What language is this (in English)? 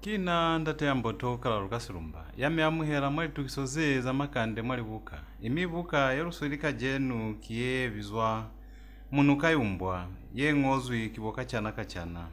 Lozi